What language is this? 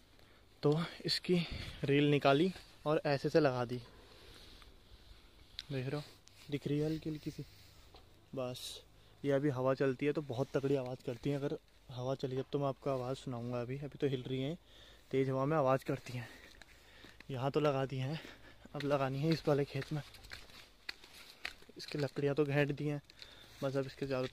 Hindi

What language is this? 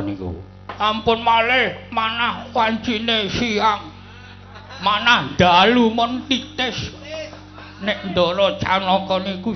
Javanese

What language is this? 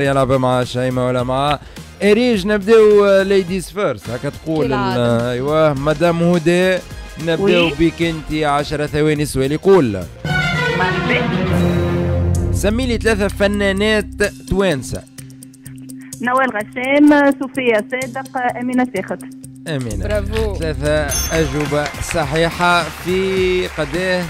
Tunisian Arabic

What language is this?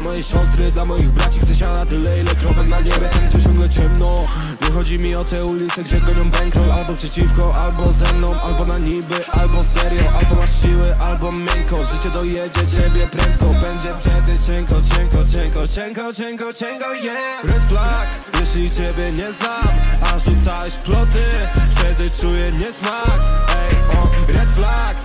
Polish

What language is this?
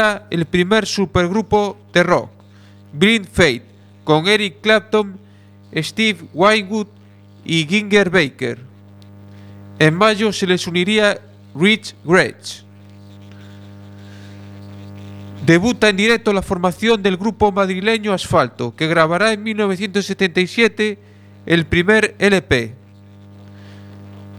Spanish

